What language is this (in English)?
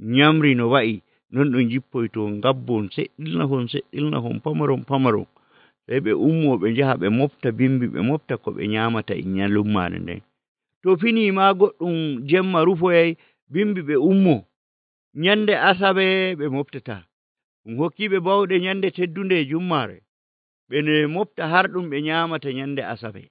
Nigerian Fulfulde